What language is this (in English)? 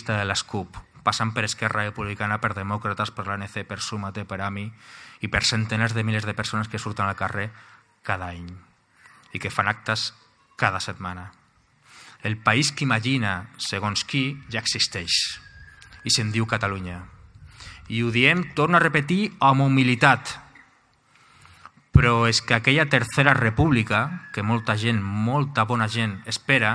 Catalan